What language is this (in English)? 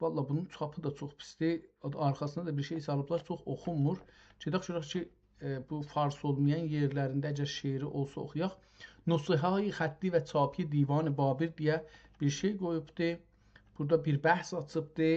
South Azerbaijani